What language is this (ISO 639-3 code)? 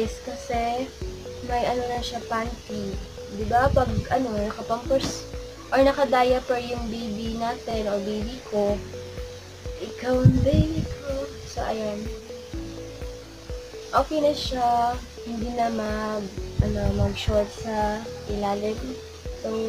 fil